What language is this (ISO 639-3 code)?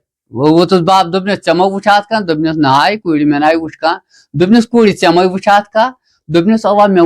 kas